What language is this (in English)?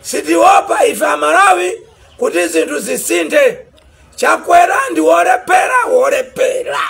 Nyanja